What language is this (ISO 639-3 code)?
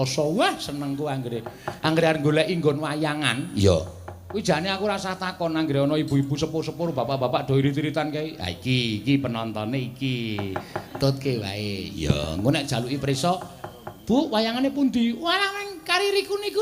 jav